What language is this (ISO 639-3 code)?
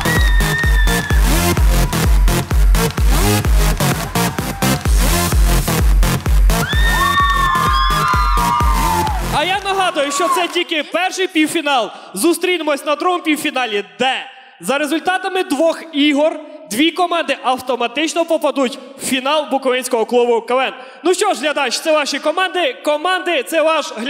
ukr